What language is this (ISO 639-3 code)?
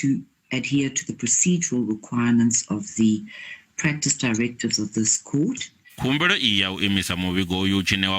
ven